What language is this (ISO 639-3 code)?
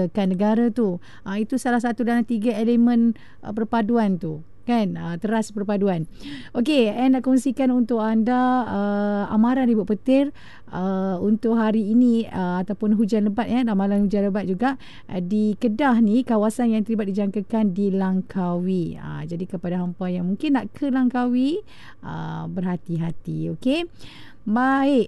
msa